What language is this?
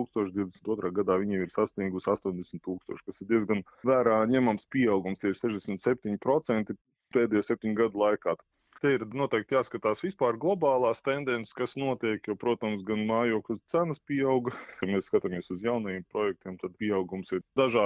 Latvian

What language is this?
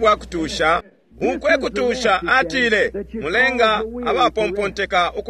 Bemba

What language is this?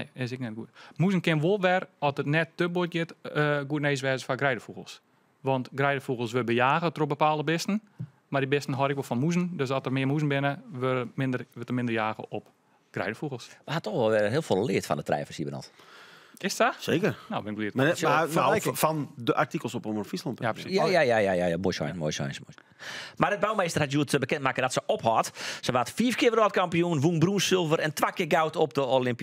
Western Frisian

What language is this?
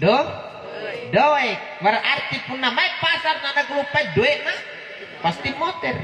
Makasar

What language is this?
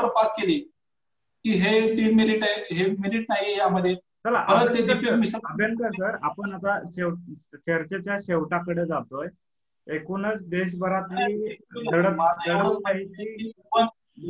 Marathi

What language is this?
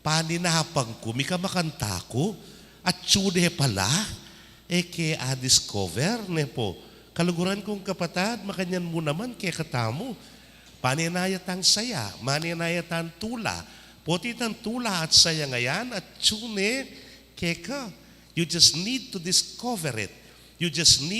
Pampanga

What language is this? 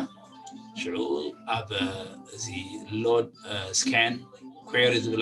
Tigrinya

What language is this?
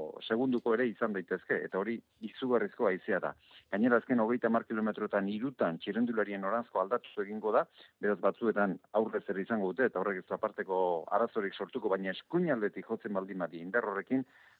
Basque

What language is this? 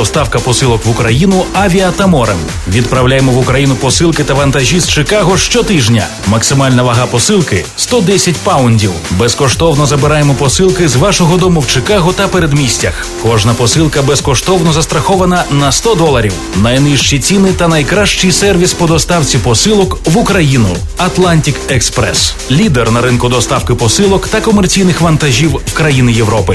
Ukrainian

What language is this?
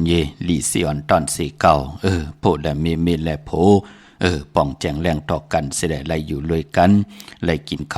Shan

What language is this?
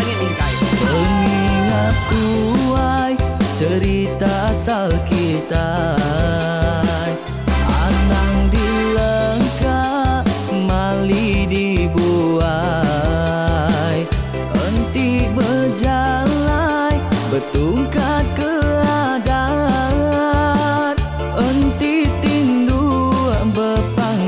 Iban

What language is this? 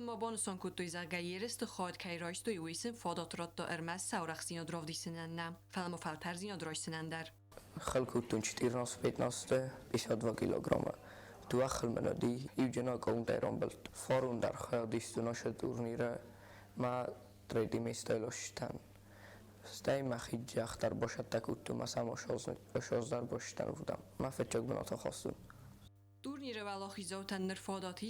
Ossetic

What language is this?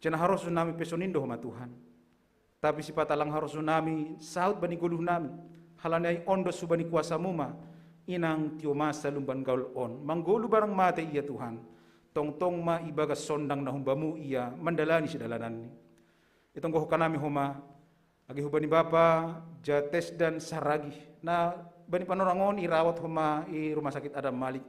Batak Simalungun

